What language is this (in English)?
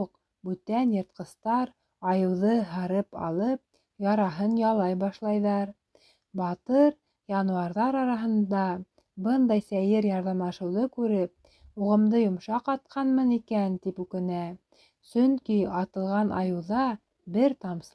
Bashkir